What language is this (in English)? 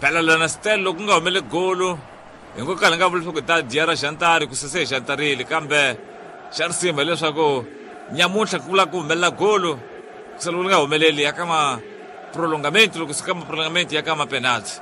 Tsonga